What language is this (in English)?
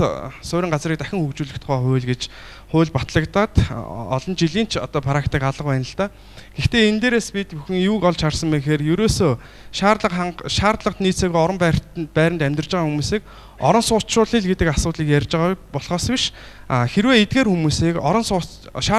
Mongolian